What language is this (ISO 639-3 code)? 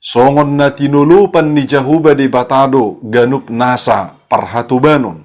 bbc